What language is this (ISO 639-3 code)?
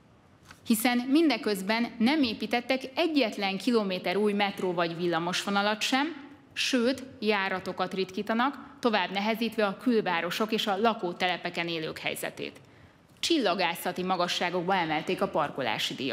hun